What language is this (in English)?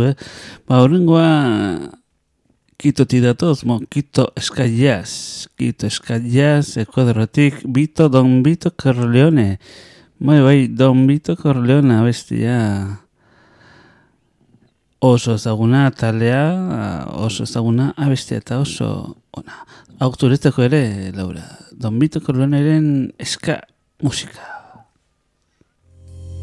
Basque